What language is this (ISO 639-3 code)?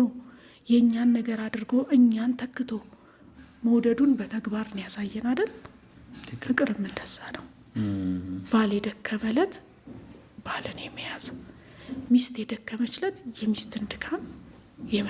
amh